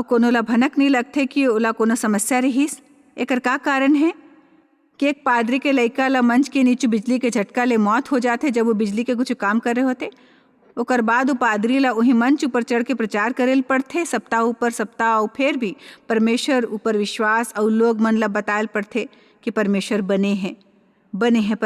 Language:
Chhattisgarhi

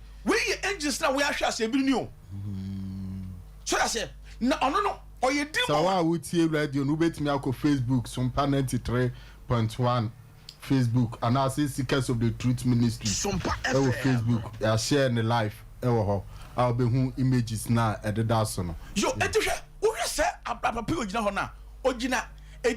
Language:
Akan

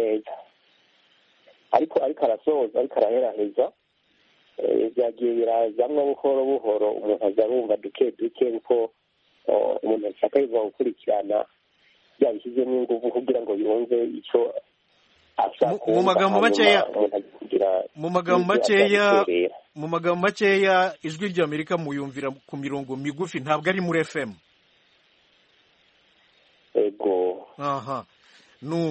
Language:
Kinyarwanda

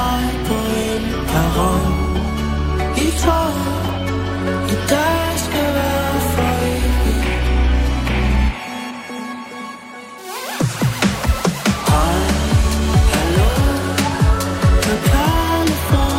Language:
Danish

